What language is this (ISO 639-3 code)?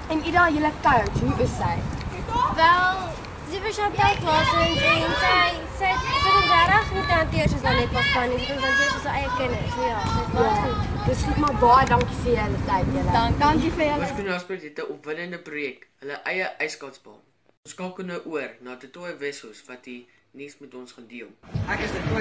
afr